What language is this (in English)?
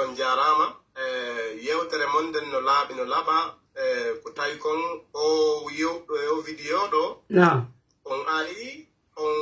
Pular